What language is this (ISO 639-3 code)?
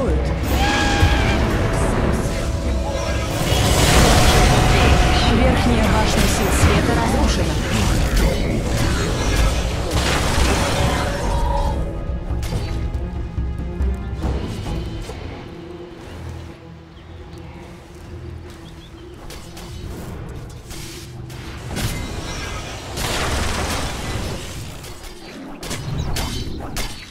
rus